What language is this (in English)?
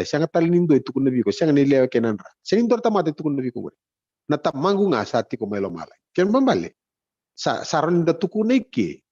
Fijian